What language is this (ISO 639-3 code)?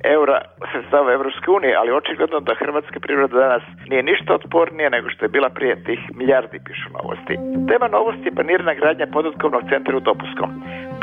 hrv